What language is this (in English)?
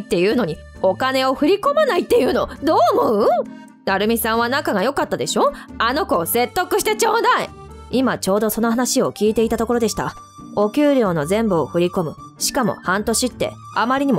Japanese